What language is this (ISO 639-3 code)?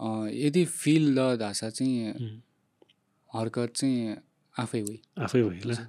new